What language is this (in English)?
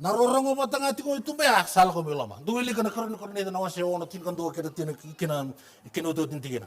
Fijian